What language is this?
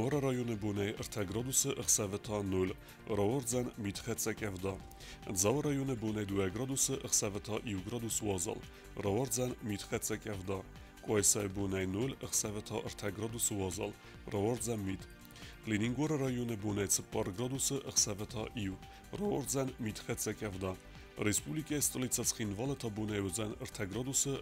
Ossetic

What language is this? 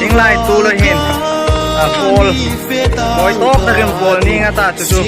Hmar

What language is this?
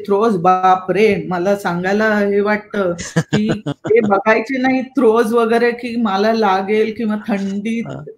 Marathi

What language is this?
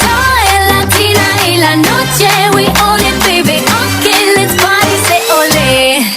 Kara-Kalpak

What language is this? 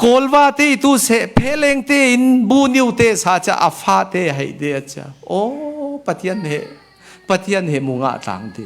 Falam Chin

